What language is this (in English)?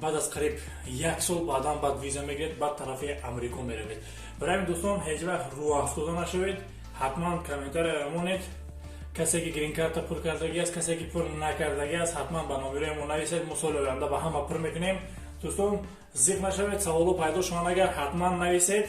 Tajik